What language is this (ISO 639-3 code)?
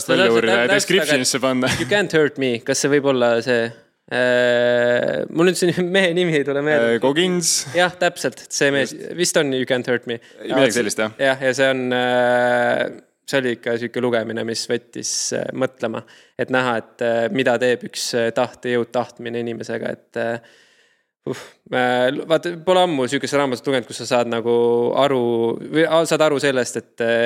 est